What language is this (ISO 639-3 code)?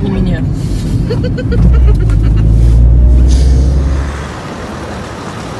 rus